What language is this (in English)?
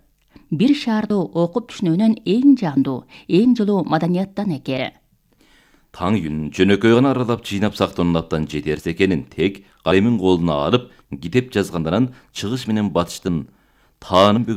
Kyrgyz